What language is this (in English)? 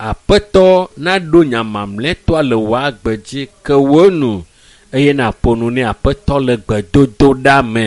Ewe